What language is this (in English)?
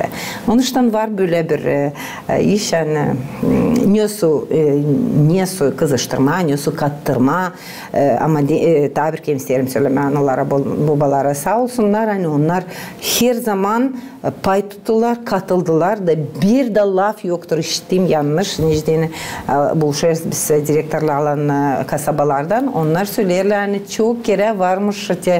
Gagauz